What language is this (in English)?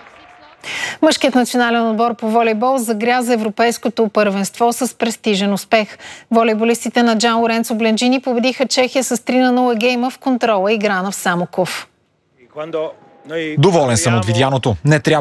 Bulgarian